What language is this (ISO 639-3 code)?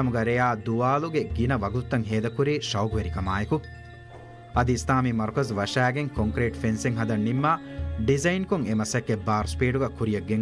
div